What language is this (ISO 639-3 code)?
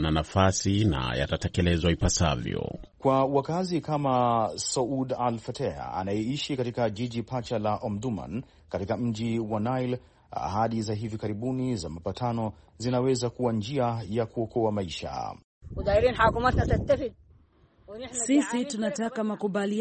swa